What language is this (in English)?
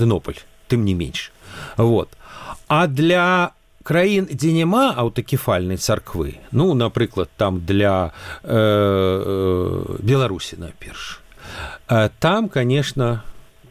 Belarusian